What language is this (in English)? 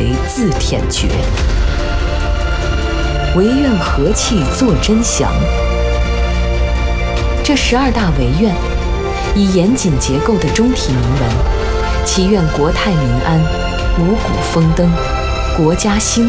Chinese